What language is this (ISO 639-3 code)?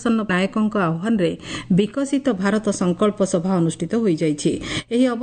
ori